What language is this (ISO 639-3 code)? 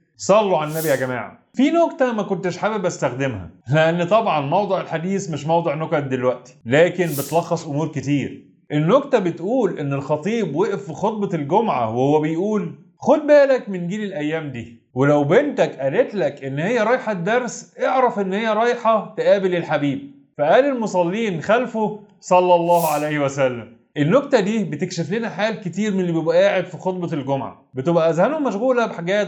arz